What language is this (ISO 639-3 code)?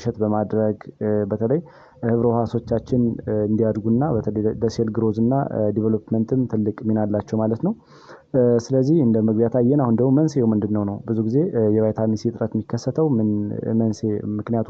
amh